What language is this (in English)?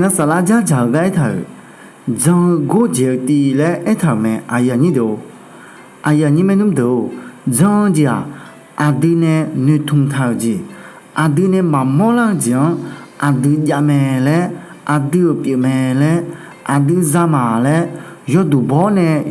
Akha